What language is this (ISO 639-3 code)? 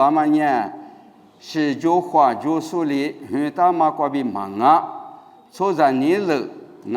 lis